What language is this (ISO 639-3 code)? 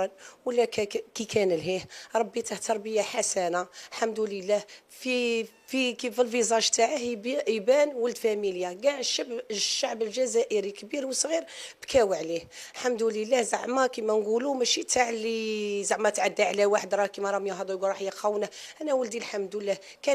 arq